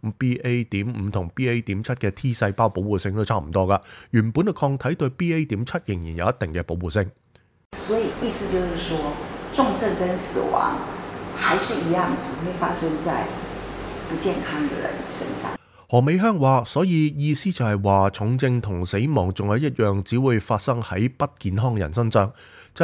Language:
Cantonese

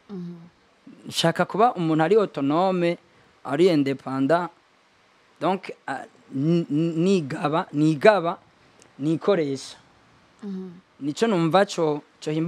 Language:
Rundi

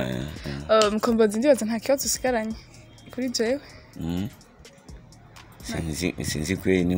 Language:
Rundi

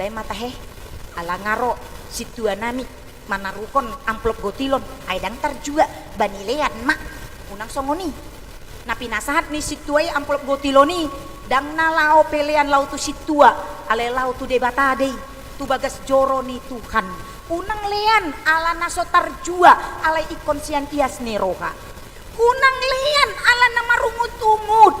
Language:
Batak Toba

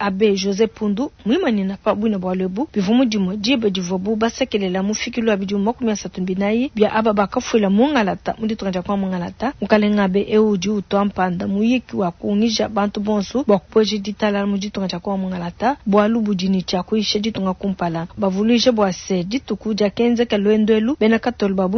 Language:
Luba-Lulua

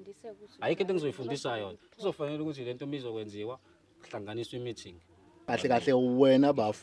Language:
Zulu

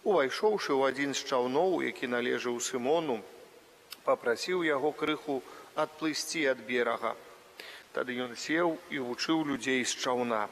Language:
Belarusian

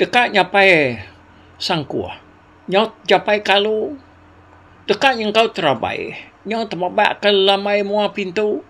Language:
Iban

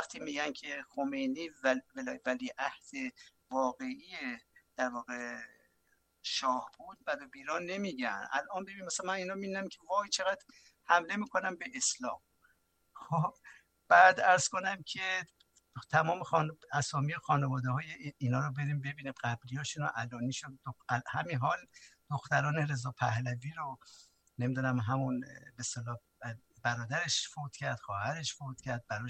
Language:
Persian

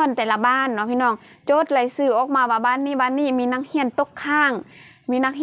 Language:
Lao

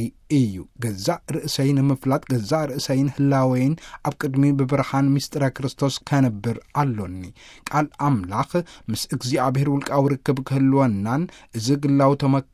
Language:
Tigrinya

